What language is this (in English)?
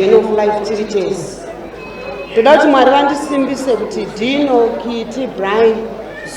Shona